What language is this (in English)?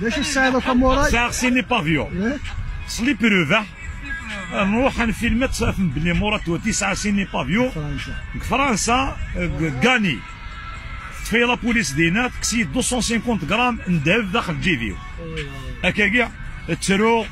Kabyle